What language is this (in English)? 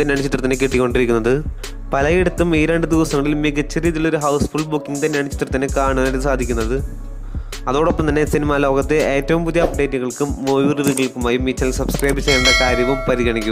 Malayalam